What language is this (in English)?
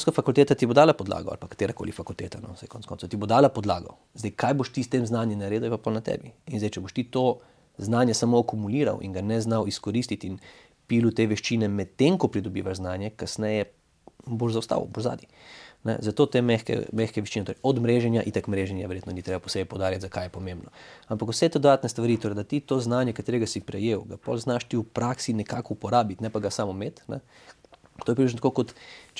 Slovenian